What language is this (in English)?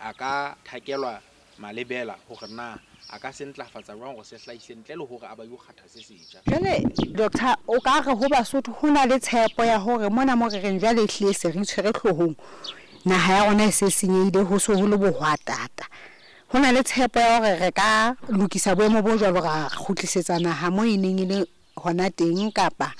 Southern Sotho